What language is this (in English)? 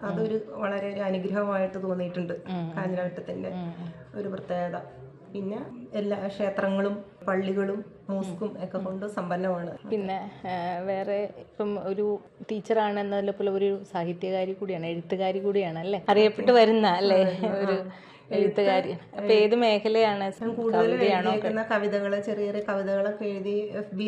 Malayalam